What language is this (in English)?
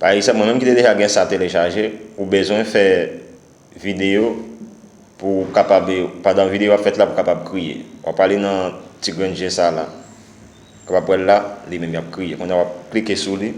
Haitian Creole